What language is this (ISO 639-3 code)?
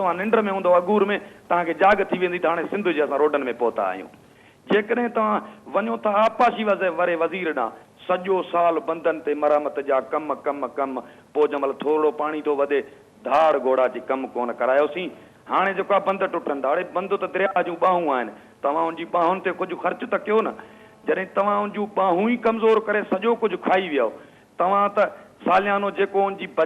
snd